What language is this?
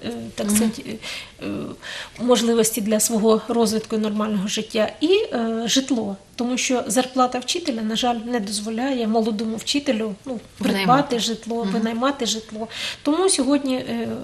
Ukrainian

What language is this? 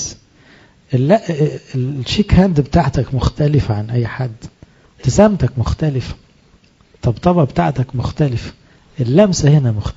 Egyptian Arabic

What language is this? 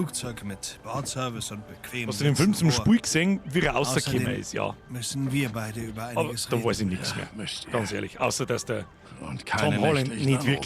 Bavarian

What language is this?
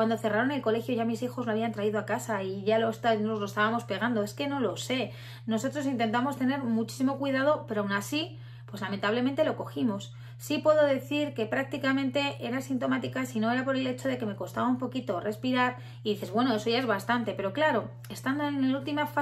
Spanish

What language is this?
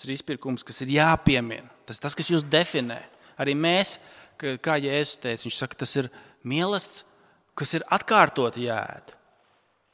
Latvian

